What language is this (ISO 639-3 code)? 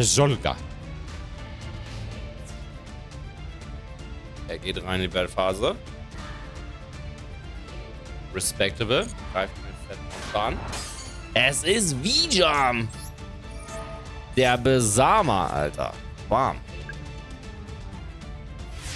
deu